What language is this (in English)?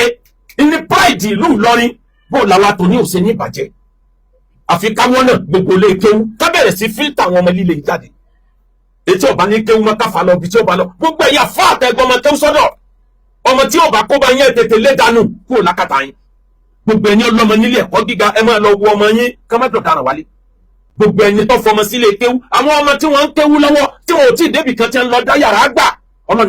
Yoruba